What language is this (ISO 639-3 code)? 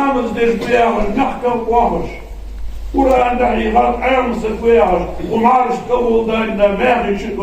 inh